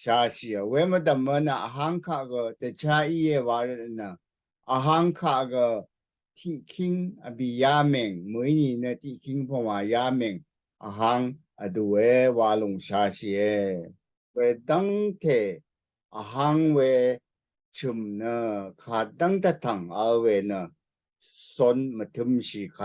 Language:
Rawang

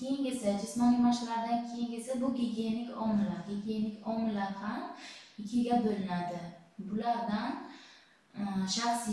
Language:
Uzbek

